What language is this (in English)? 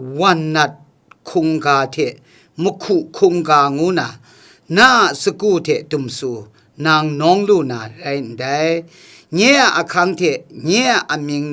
Kachin